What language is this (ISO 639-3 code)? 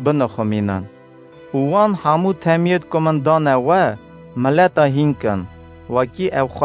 kur